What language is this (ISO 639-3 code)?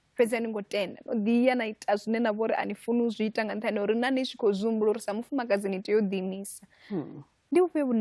ven